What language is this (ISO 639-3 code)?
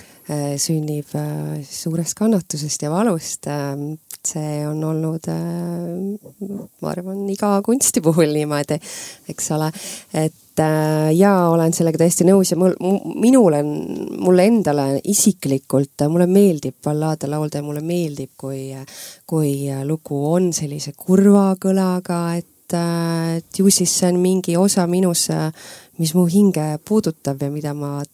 est